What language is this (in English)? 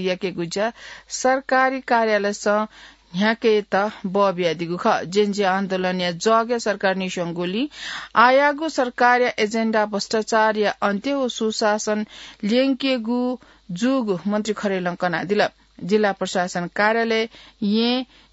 Newari